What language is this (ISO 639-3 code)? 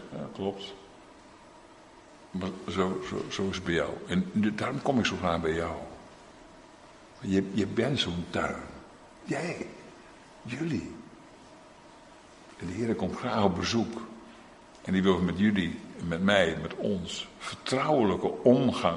nld